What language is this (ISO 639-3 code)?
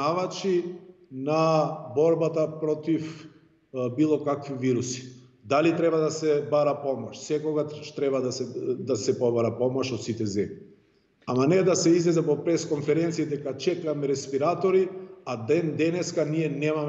mkd